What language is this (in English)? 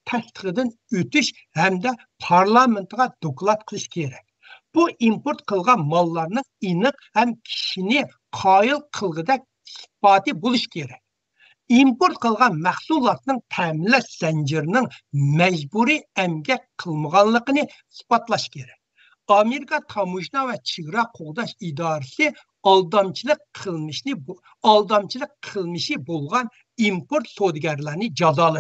Uyghur